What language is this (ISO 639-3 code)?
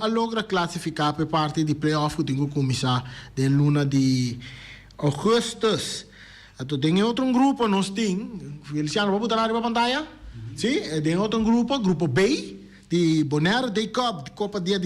pap